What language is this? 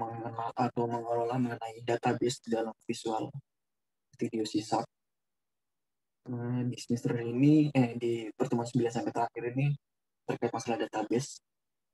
Indonesian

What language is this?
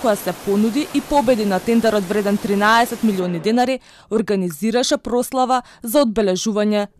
Macedonian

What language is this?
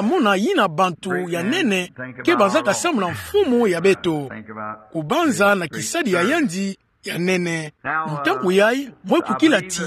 Kituba (Democratic Republic of Congo)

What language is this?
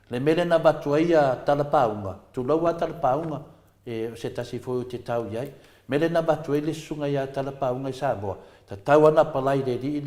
Samoan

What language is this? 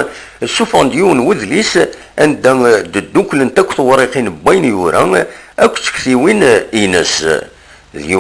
Kabyle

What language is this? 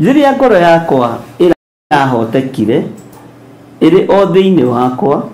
Kikuyu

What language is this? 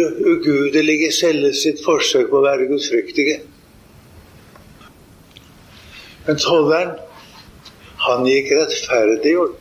Norwegian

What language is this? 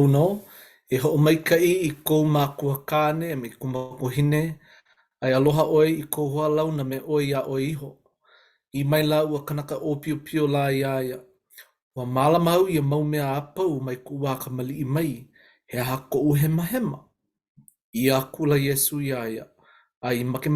Hawaiian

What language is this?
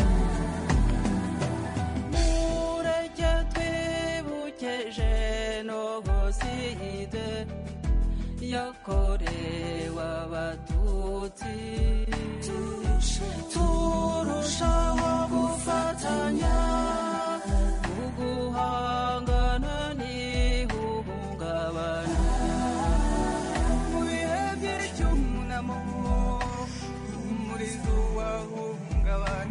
Kinyarwanda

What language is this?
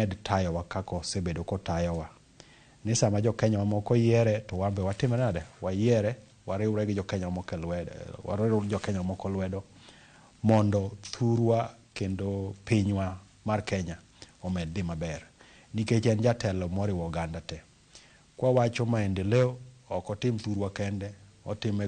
Luo (Kenya and Tanzania)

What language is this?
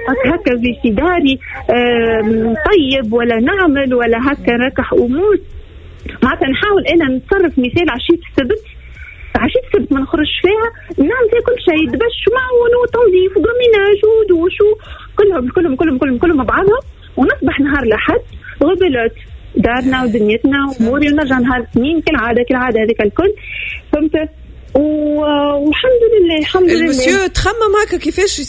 Tunisian Arabic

